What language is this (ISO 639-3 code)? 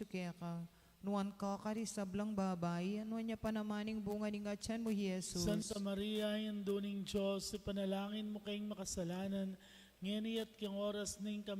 pam